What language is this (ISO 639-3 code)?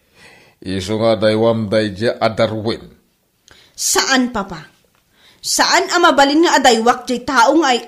ilo